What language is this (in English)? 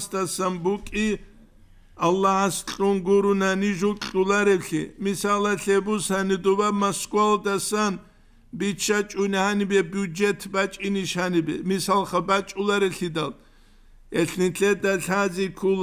Avaric